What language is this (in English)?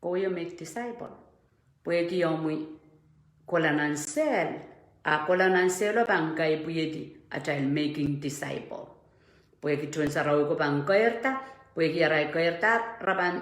Pohnpeian